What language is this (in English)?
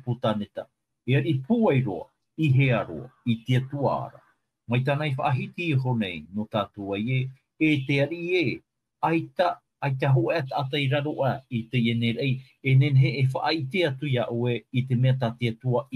Tahitian